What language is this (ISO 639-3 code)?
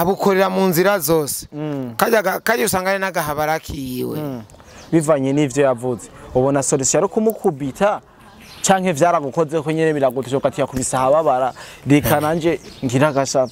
run